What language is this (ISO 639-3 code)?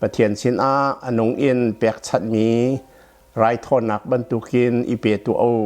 cnh